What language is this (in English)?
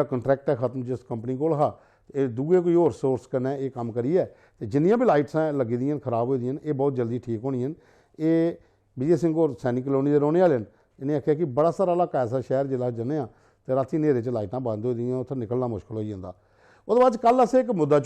Dogri